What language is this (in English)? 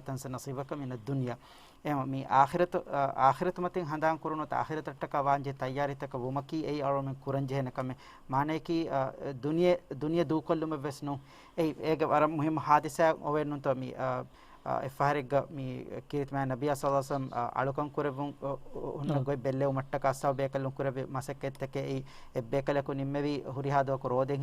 Divehi